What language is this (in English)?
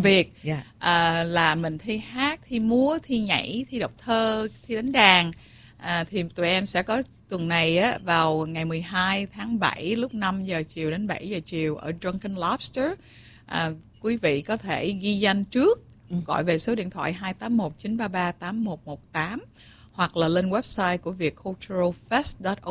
Vietnamese